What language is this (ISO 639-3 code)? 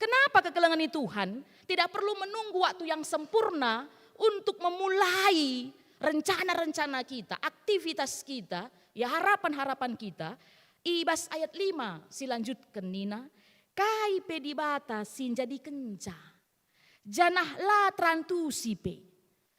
btx